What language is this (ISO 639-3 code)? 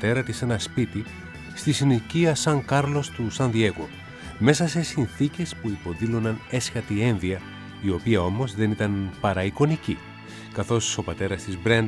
ell